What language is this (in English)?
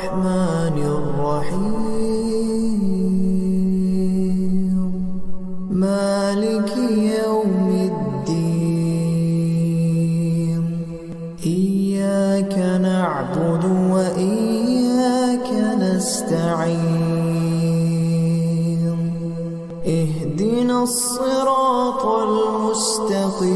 Arabic